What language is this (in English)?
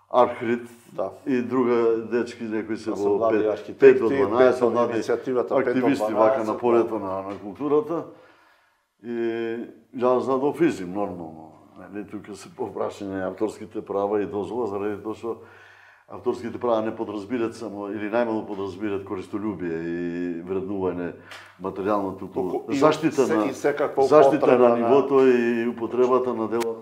Macedonian